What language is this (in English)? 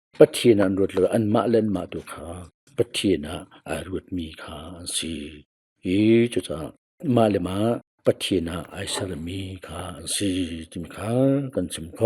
Hakha Chin